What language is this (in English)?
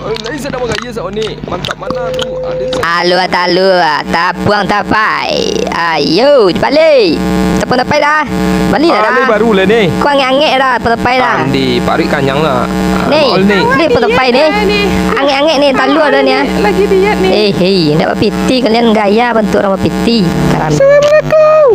Minangkabau